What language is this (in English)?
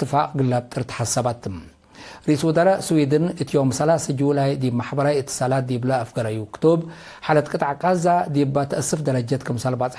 Tigre